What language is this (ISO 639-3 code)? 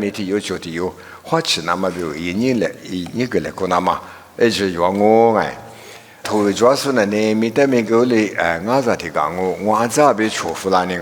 lis